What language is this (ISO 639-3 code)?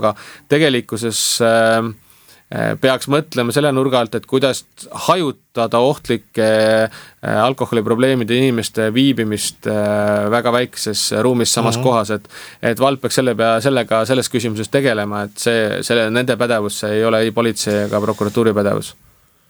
est